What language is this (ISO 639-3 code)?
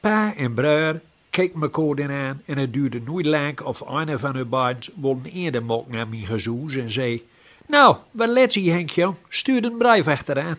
gos